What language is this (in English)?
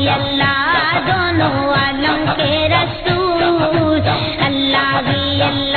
Tamil